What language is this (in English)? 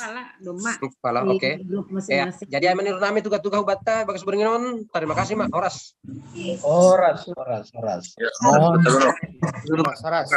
Batak Simalungun